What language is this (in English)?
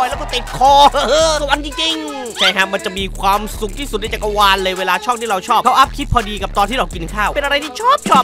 Thai